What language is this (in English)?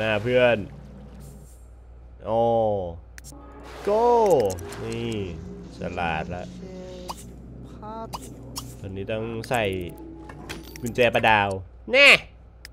Thai